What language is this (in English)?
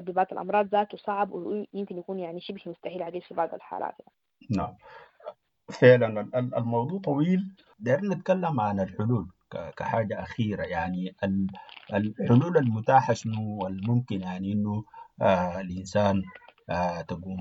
Sudanese Arabic